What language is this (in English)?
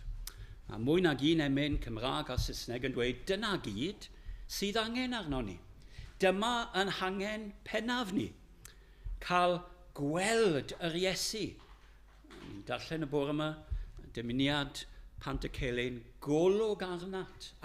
Welsh